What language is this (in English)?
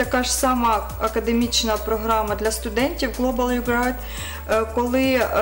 Ukrainian